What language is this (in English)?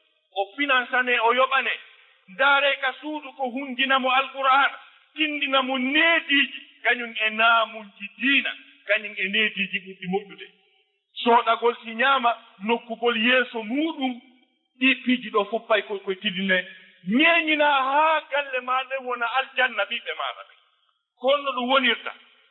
Fula